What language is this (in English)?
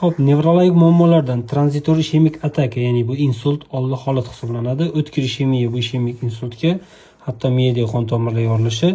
Uzbek